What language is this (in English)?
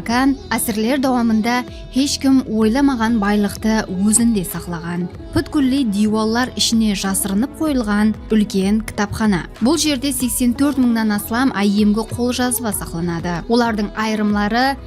Kara-Kalpak